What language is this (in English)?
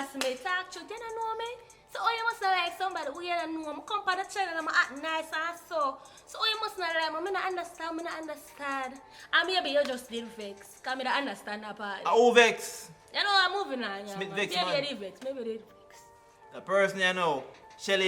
Jamaican Creole English